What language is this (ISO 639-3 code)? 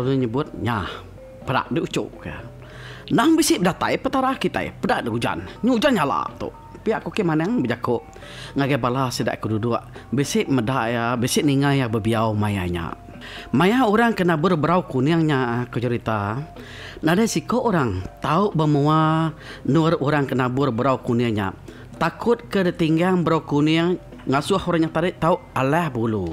iba